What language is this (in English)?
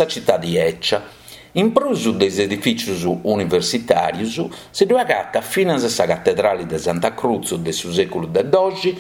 Sardinian